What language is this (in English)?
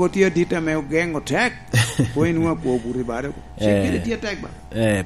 Lango (Uganda)